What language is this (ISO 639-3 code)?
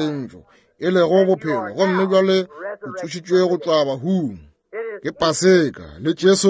nso